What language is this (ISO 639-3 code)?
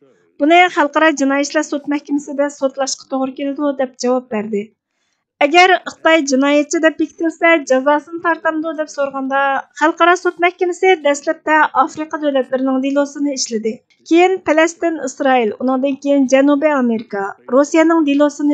uig